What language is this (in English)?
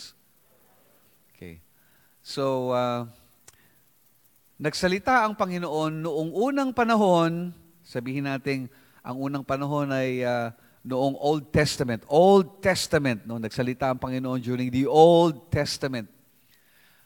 Filipino